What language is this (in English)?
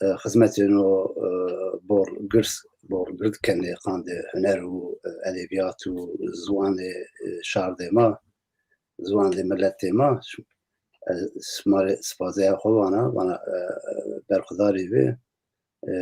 Zaza